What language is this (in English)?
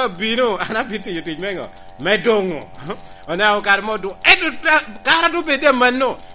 Lango (Uganda)